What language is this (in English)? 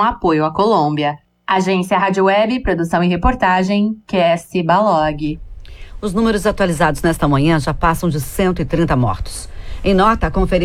Portuguese